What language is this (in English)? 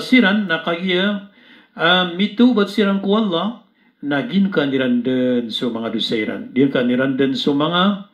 Maranao